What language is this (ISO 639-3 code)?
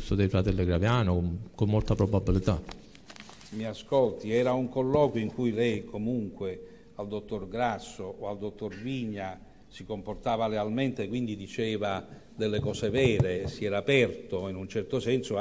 ita